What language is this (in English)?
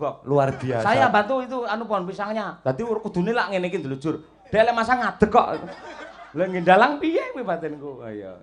Javanese